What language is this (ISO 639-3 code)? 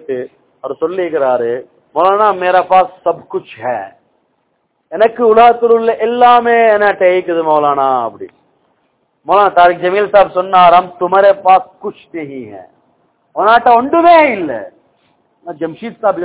tam